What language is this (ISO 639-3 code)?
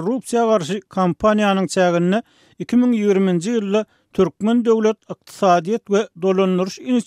tuk